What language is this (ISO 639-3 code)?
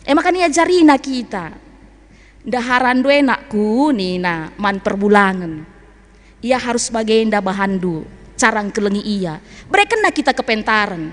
btx